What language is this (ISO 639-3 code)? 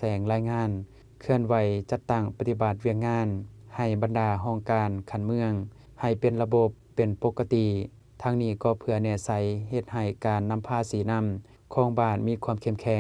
lao